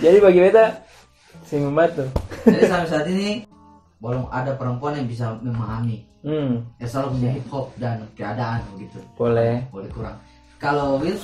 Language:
Ambonese Malay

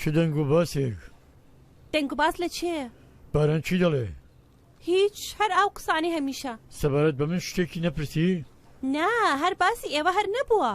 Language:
Central Kurdish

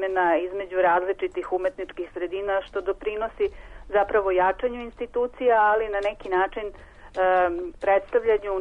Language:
Serbian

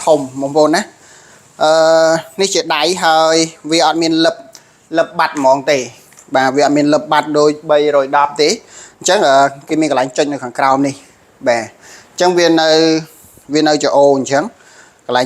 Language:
Khmer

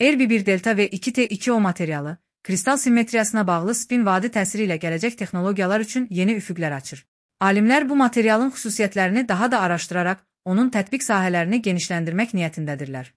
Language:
Azerbaijani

